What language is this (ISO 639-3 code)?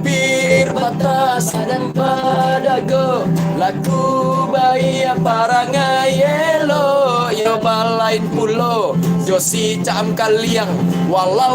min